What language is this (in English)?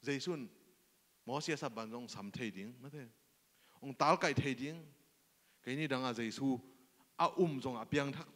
Tedim Chin